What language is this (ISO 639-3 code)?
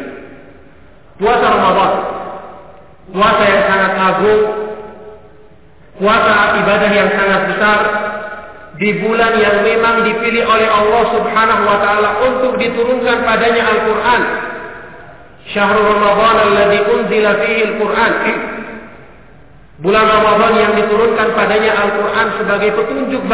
ind